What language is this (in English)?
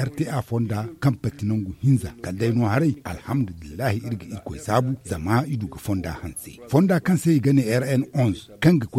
Zarma